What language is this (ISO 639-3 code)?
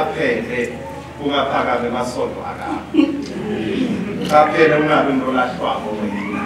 ssw